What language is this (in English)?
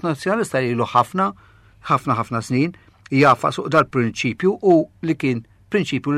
Maltese